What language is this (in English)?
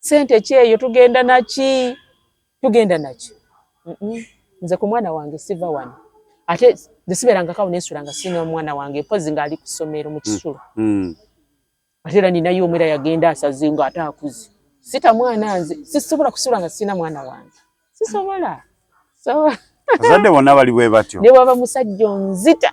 Ganda